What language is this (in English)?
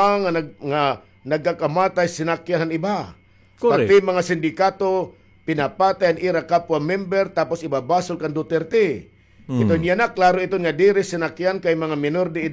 Waray